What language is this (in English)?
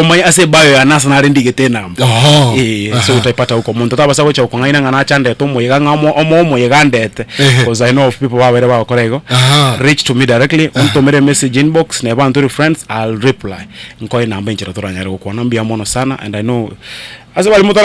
Gusii